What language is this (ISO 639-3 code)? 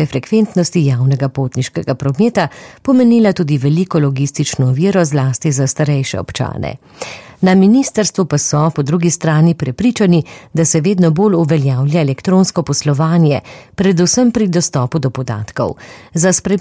slv